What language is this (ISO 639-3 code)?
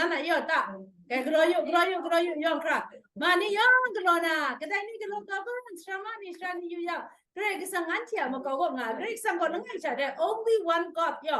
kac